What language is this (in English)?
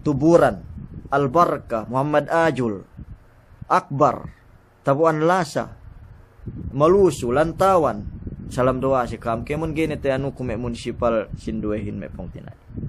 Yakan